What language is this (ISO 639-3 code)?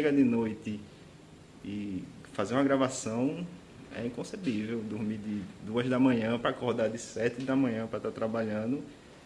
por